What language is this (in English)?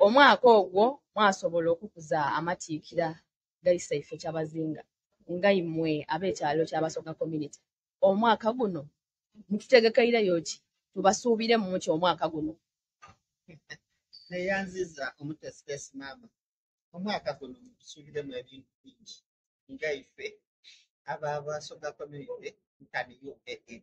Soga